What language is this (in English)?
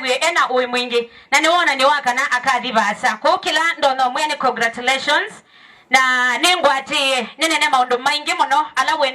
Kamba